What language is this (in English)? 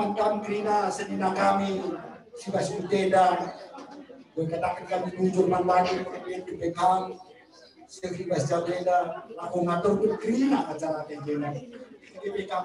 Batak Karo